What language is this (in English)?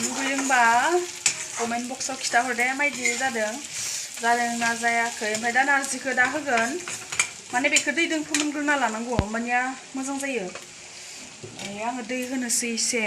Bodo